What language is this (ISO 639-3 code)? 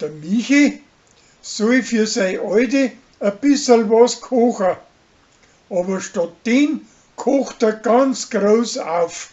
bar